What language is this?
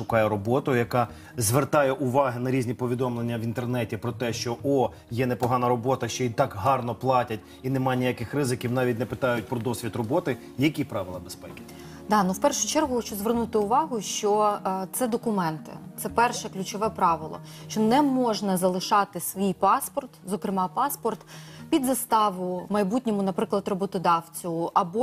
Ukrainian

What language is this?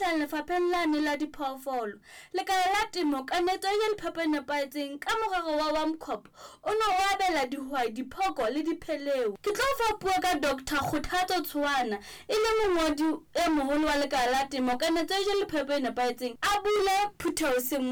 Southern Sotho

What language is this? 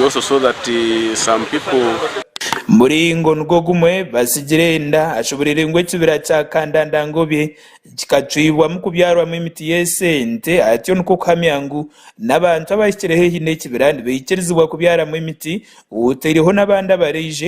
Nyankole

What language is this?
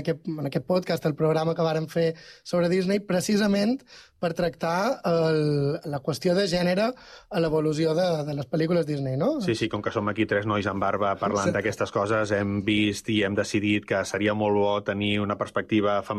Catalan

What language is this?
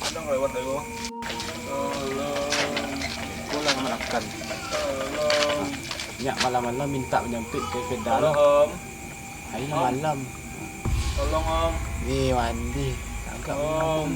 Minangkabau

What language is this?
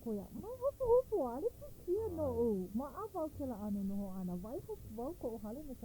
Hawaiian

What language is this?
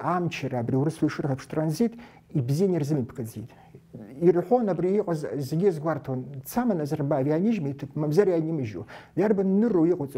Abkhazian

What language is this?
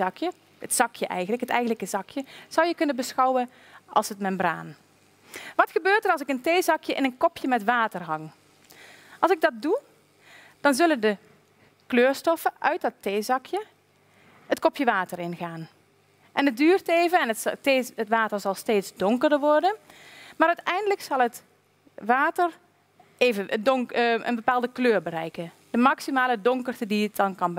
Dutch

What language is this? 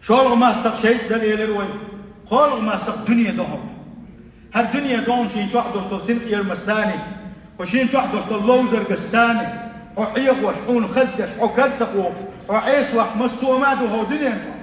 Chechen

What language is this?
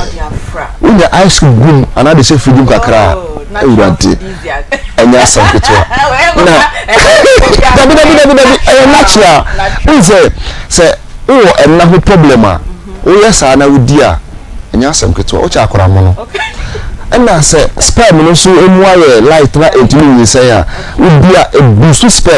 Akan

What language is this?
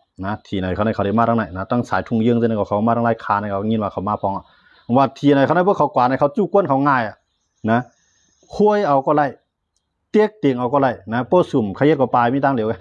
Shan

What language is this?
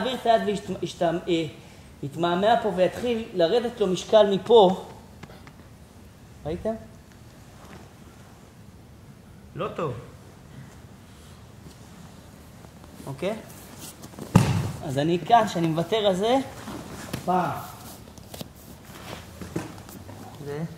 Hebrew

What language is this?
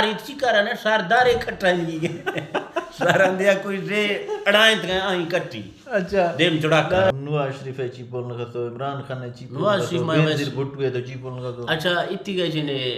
Eastern Balochi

